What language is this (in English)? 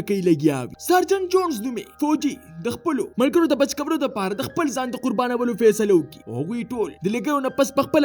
Pashto